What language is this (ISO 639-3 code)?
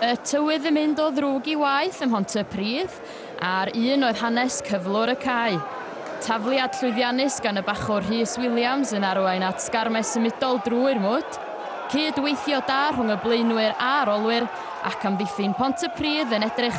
cym